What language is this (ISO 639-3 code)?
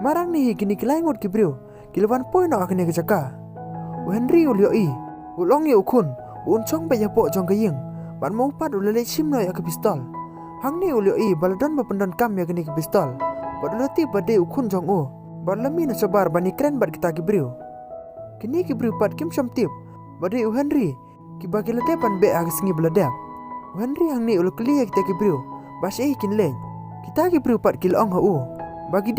kha